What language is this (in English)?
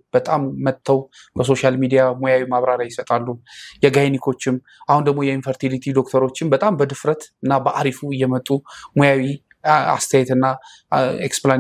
Amharic